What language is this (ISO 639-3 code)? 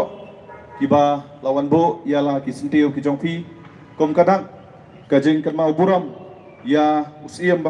kha